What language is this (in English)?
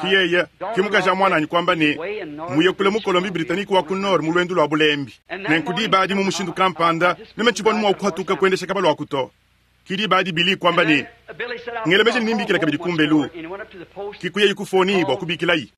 Luba-Lulua